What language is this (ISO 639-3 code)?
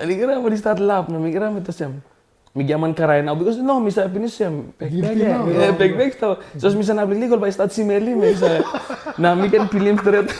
tpi